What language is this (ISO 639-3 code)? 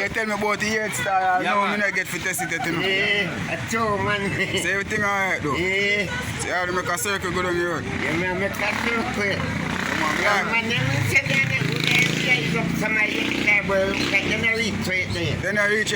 jam